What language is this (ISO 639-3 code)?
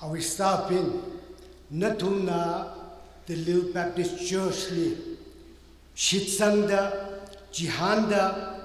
nmf